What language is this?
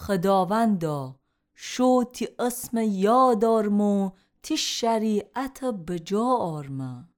Gilaki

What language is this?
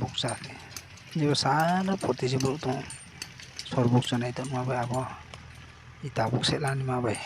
Riang (India)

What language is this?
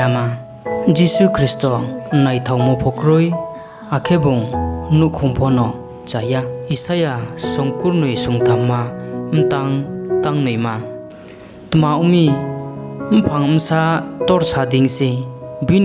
Riang (India)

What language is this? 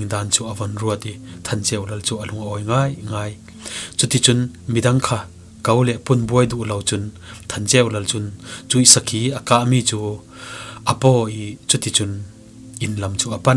Falam Chin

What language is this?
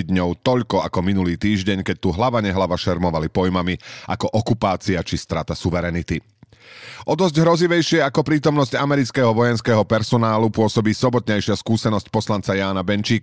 Slovak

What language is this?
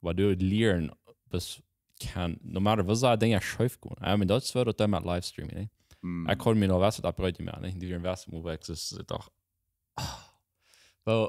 Plautdietsch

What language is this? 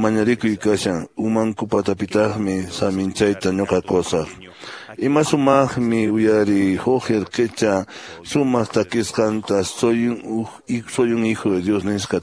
Quechua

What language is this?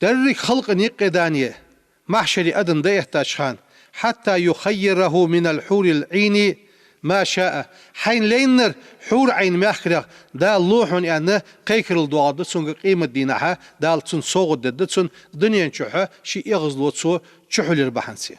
Ingush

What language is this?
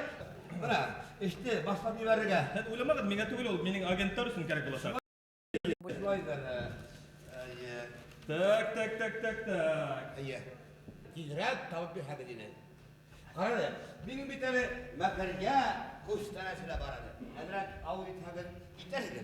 Bashkir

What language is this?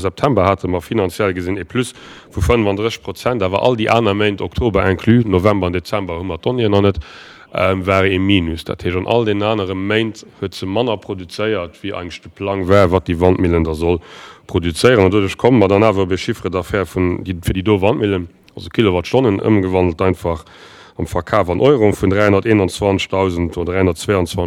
Luxembourgish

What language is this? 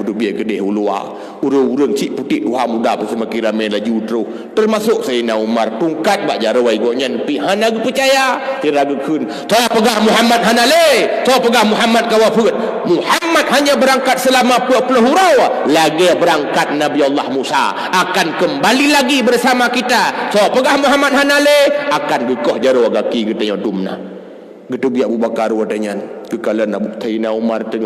Achinese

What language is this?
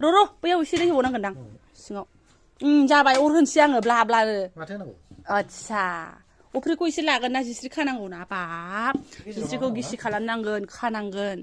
Bodo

